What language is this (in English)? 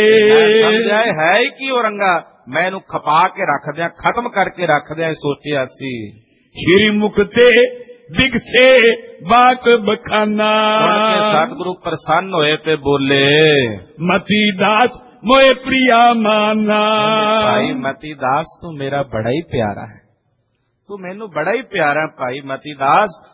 Punjabi